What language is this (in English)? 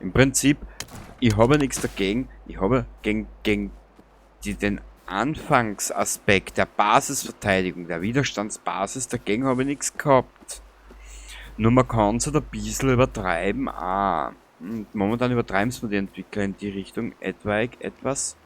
Bavarian